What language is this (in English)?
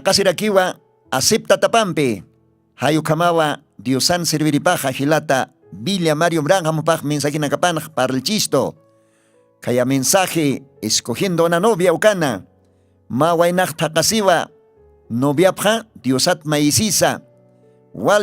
Aymara